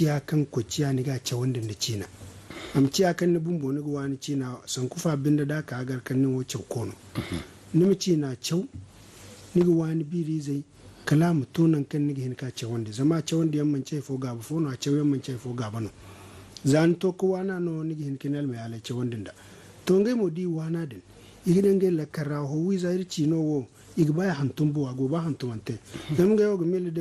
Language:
Zarma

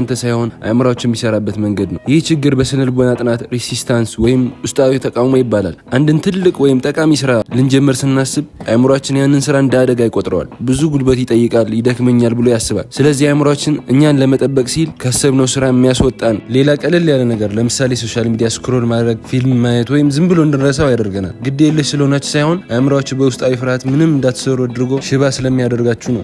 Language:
Amharic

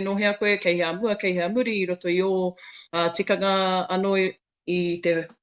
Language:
Māori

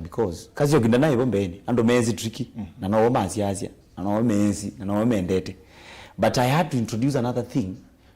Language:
Kamba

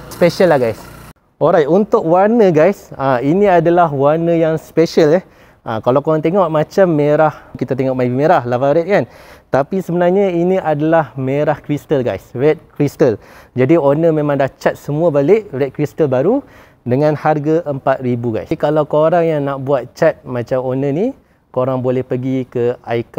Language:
Malay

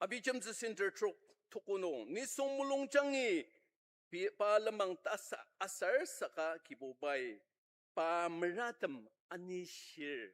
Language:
Ao Naga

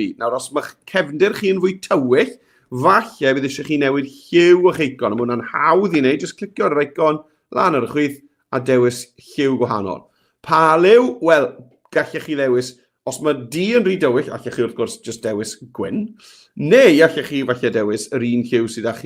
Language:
Welsh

